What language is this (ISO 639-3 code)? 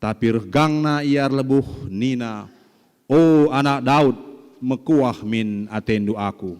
btx